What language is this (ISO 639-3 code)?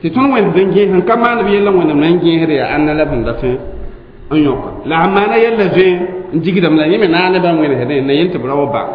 mos